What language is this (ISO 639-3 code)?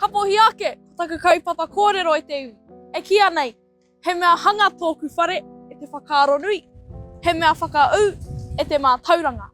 mri